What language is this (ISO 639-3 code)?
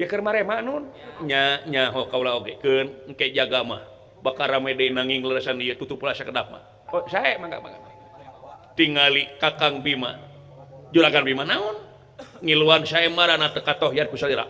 sun